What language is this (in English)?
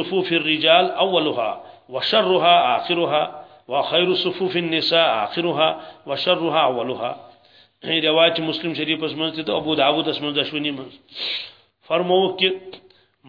Kashmiri